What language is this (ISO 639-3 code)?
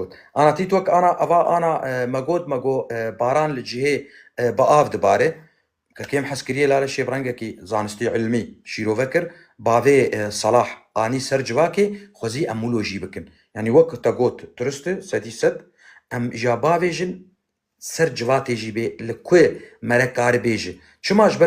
kur